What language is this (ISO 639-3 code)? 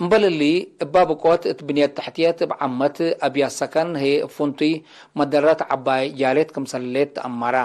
tig